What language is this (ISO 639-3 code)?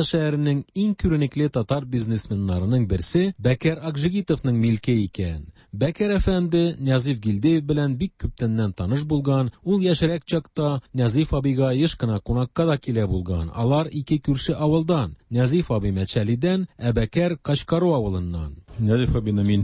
tat